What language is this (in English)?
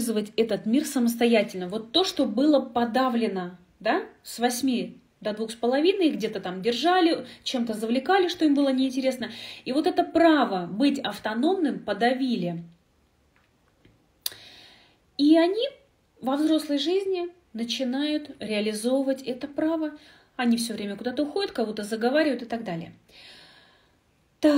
Russian